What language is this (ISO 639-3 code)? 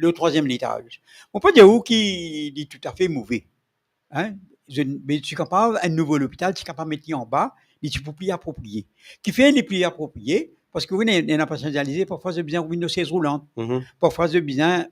mfe